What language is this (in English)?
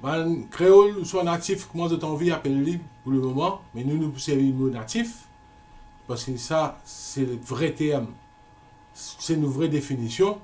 Morisyen